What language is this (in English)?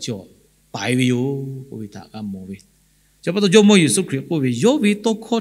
Lahu